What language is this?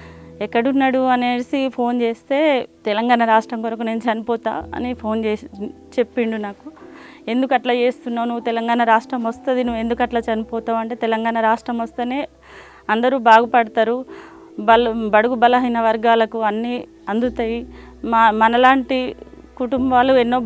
Telugu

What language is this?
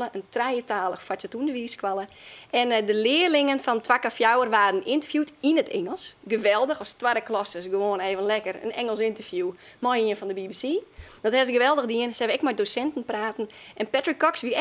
Western Frisian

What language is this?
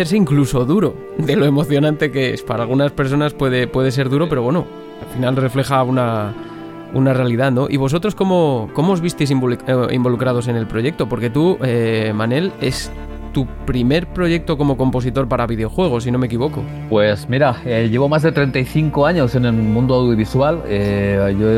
Spanish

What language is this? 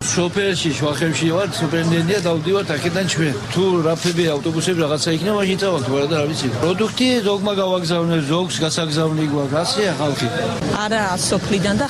Georgian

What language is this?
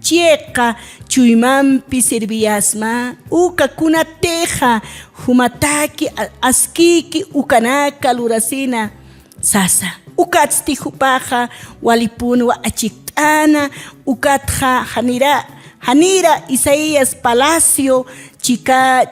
Aymara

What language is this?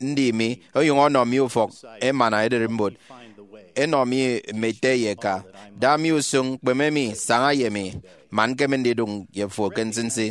Efik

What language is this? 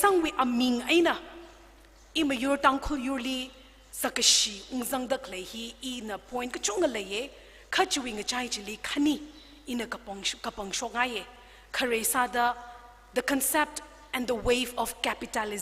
Tangkhul Naga (India)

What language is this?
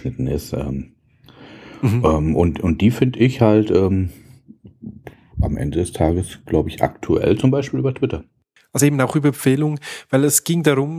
German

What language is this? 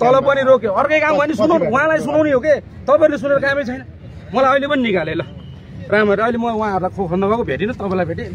Nepali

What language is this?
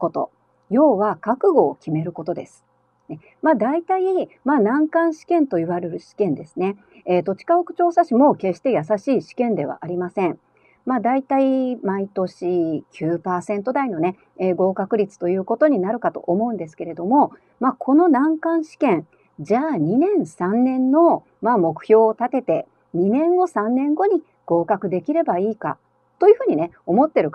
Japanese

